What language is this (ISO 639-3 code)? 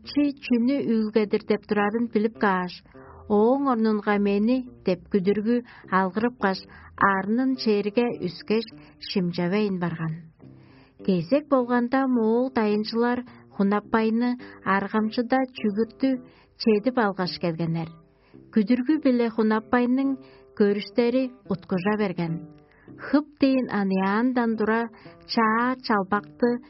tyv